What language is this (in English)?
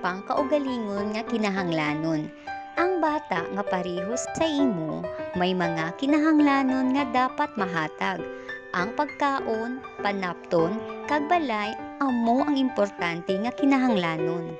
Hiligaynon